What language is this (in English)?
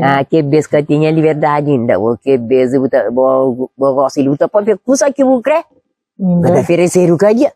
Kabuverdianu